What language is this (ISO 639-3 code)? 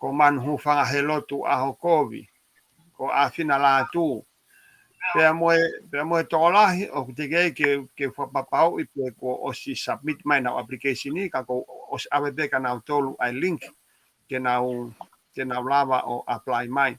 ton